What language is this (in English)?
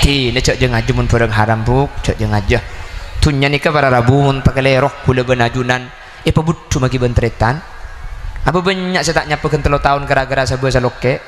Madurese